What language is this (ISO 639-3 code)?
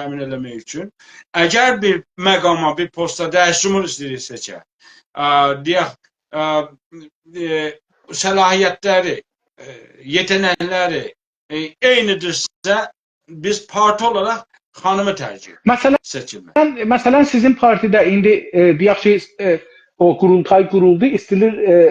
azb